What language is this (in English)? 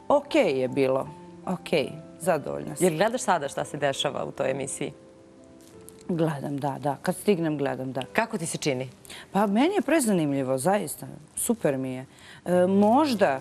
Serbian